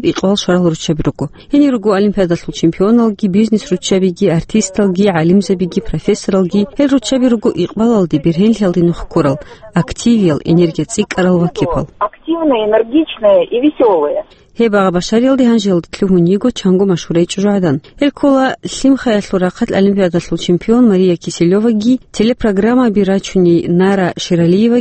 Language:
Avaric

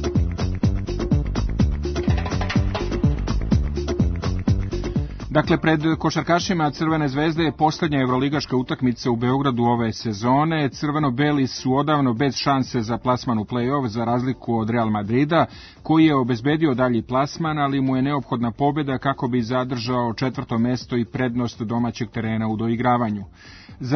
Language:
Serbian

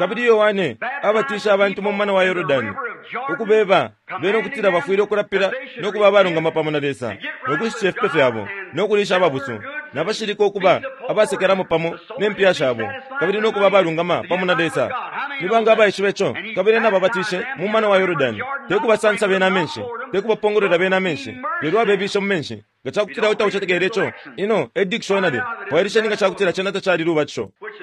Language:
Bemba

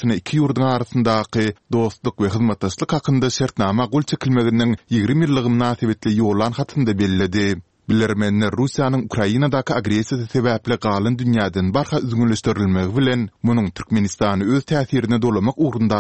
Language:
Turkmen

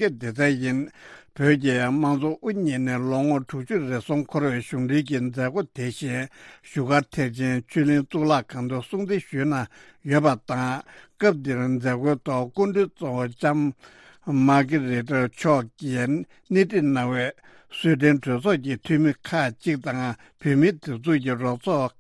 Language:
Tibetan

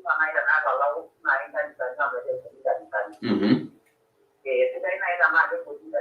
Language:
Masai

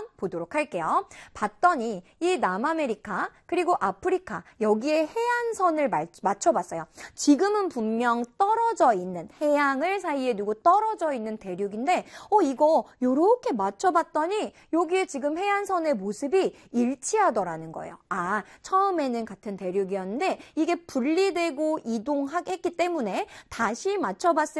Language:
Korean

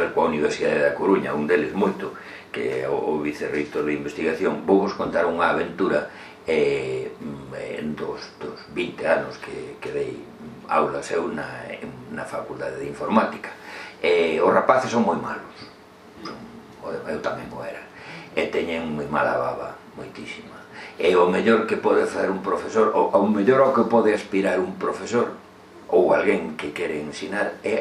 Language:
Galician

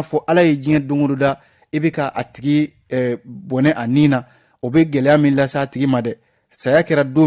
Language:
Bambara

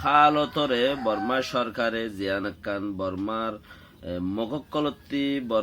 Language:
Rohingya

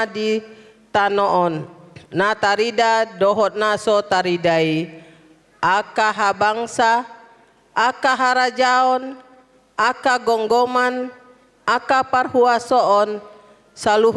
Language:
Batak Toba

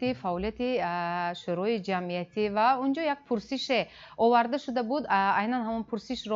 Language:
Tajik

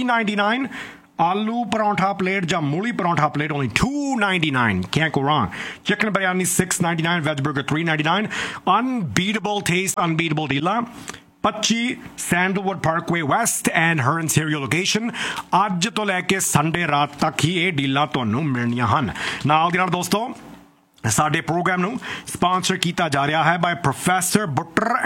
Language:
Punjabi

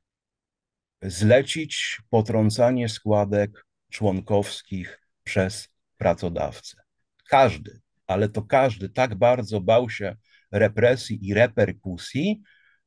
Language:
Polish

